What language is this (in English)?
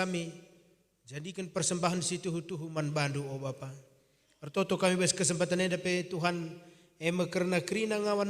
Batak Karo